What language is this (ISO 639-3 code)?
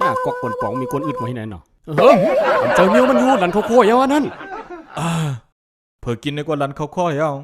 shn